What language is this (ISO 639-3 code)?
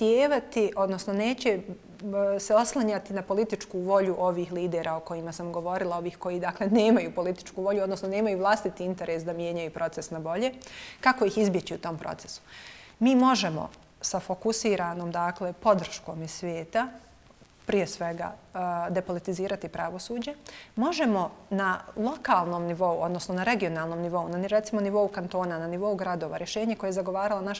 bos